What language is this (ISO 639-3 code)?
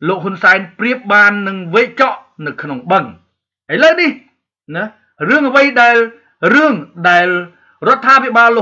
khm